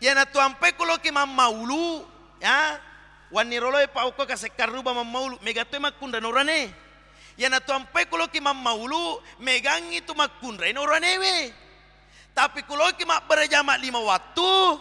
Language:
Buginese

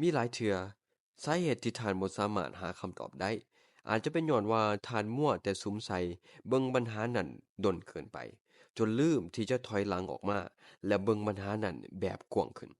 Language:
Lao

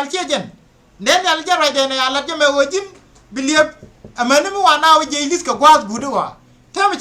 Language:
Nuer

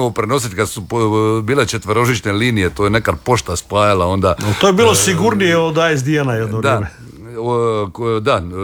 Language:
Croatian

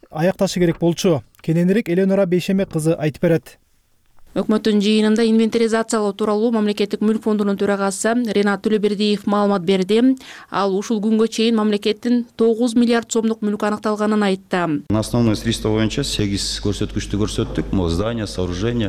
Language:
Kyrgyz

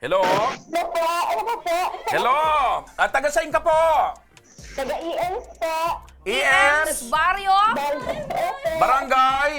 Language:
Bikol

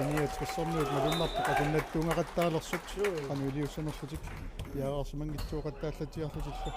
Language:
Kalaallisut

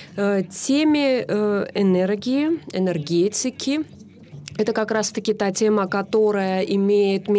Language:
Russian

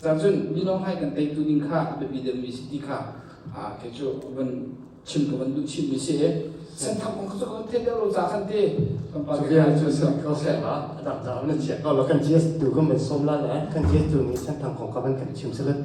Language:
Hakha Chin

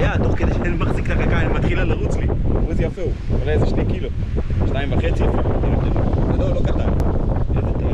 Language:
Hebrew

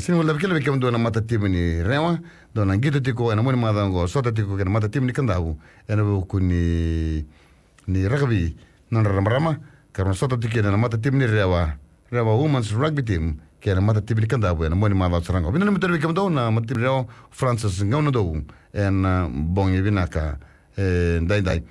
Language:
Fijian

